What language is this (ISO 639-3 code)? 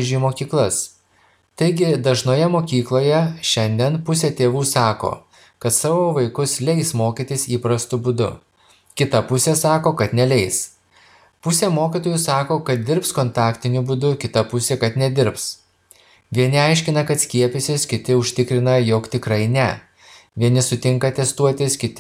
lit